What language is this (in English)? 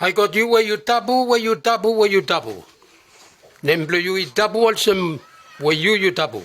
Bislama